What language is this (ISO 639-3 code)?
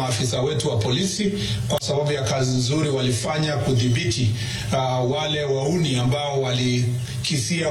swa